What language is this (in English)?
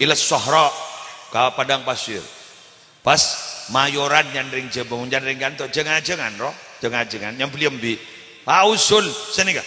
Madurese